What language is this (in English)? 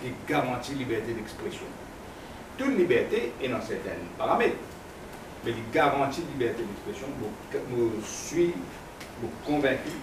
Morisyen